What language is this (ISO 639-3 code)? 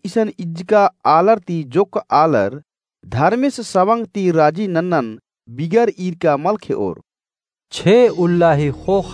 kru